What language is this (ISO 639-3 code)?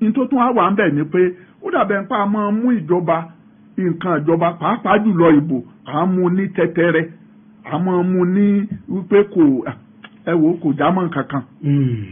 yor